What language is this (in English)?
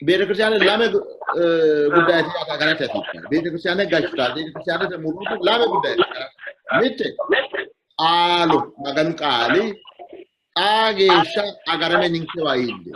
Sidamo